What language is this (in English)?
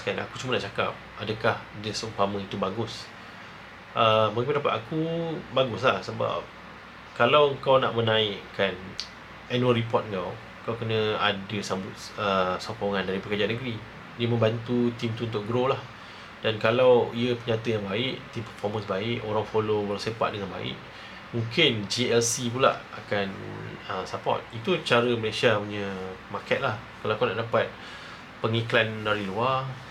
Malay